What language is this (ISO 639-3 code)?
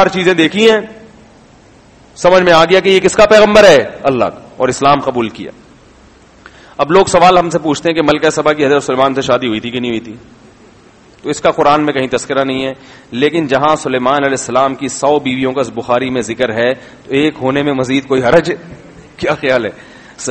urd